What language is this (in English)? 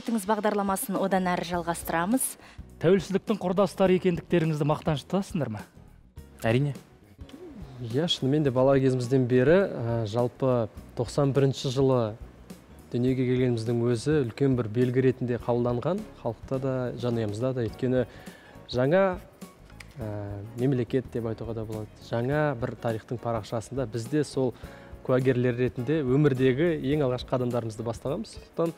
Kazakh